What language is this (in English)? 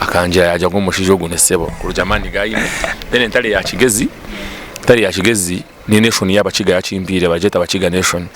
Nyankole